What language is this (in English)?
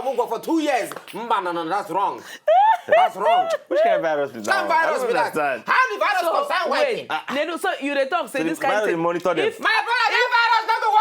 Nigerian Pidgin